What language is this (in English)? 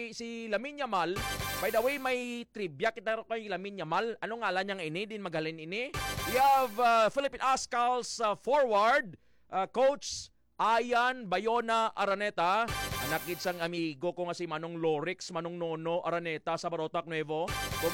Hiligaynon